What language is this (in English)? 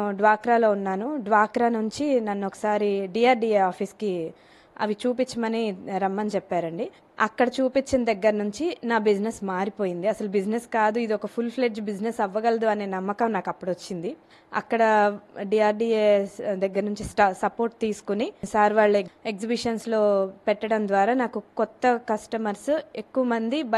Telugu